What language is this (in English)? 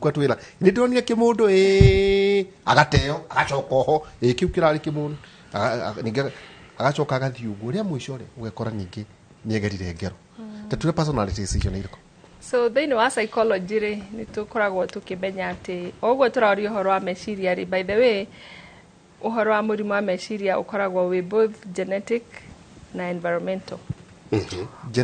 Kikuyu